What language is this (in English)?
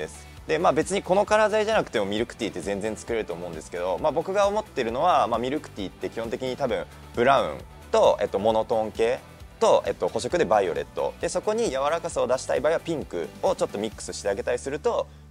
Japanese